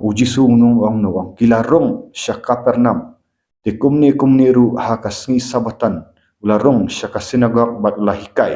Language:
Khasi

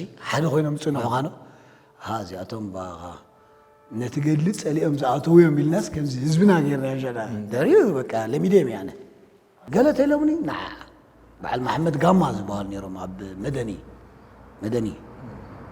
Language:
Tigrinya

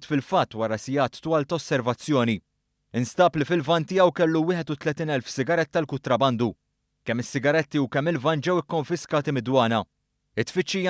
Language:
Maltese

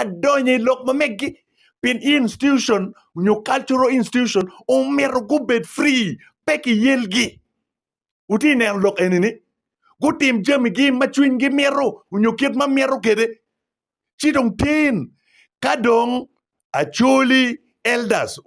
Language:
Acoli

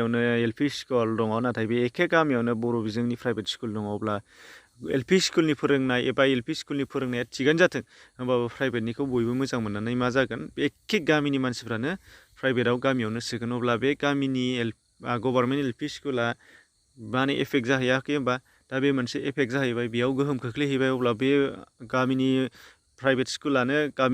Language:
Bodo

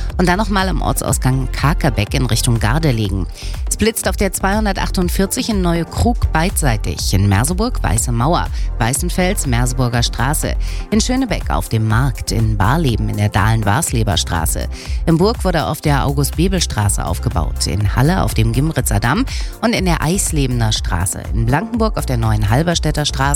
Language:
German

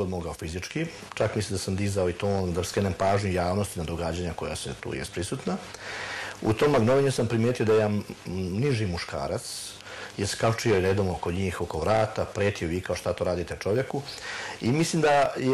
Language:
Serbian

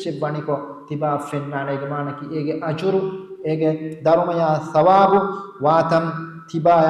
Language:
Divehi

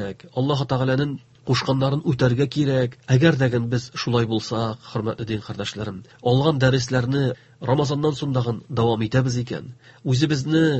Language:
Tatar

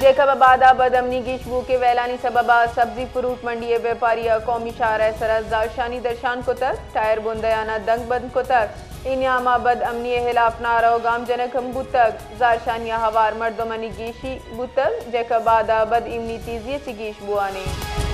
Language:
Baluchi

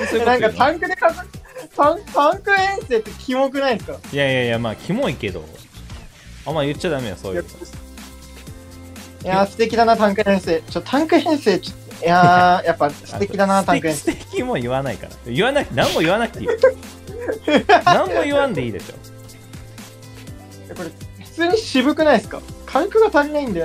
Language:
Japanese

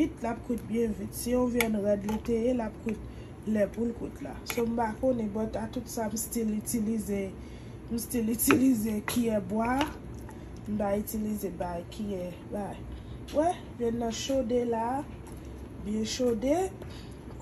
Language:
Haitian Creole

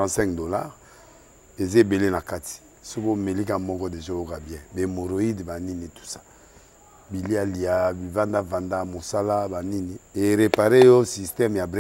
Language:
Lingala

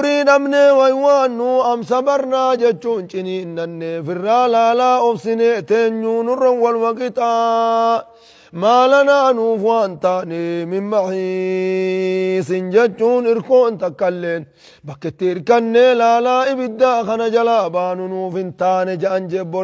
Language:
Oromo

